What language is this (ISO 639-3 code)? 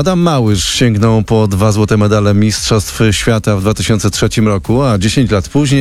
pol